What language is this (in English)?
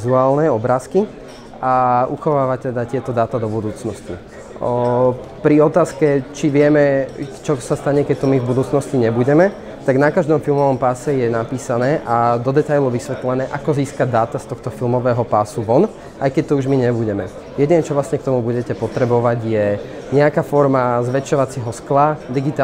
Slovak